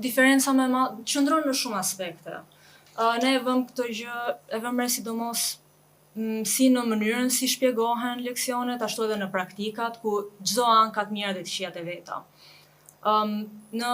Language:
Albanian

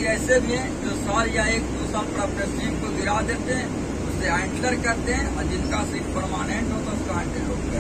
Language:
Hindi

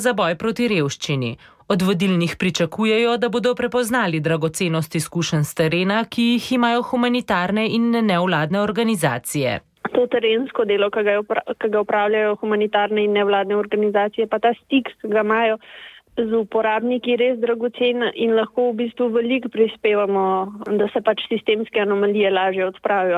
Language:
Slovenian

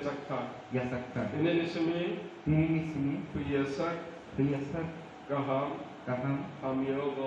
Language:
Kok Borok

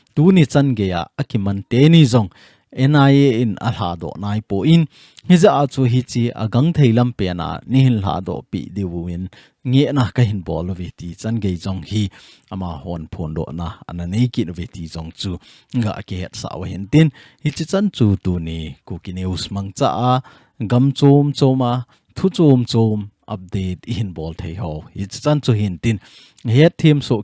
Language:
Thado Chin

